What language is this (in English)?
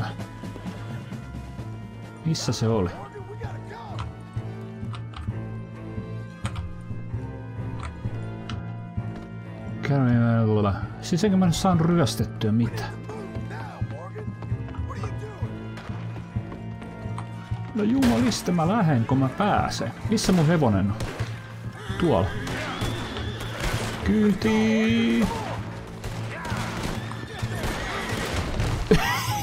Finnish